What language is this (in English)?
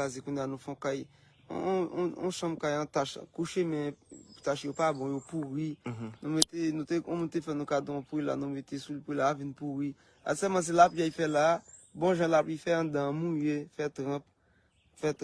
Haitian Creole